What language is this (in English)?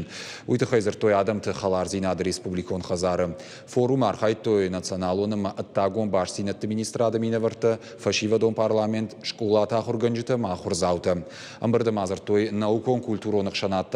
Ossetic